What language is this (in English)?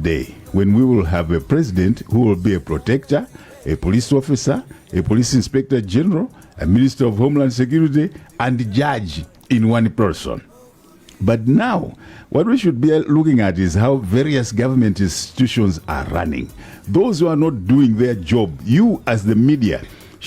Nyanja